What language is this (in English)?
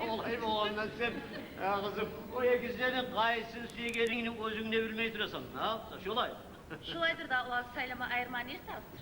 Kumyk